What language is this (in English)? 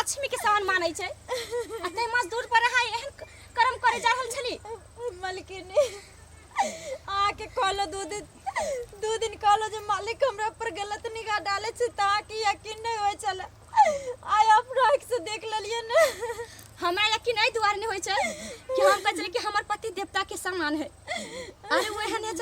Maithili